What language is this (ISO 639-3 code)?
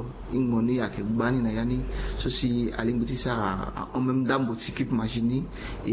sag